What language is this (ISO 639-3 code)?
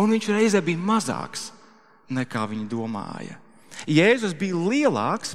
lav